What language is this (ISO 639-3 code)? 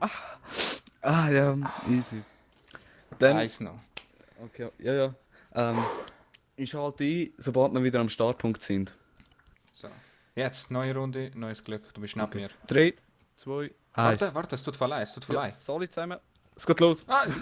gsw